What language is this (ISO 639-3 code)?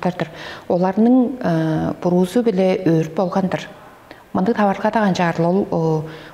tyv